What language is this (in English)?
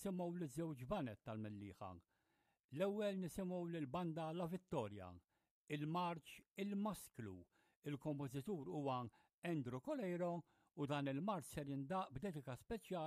Maltese